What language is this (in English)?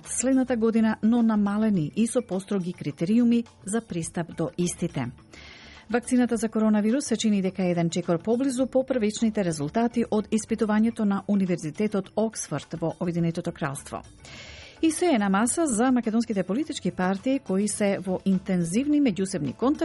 Macedonian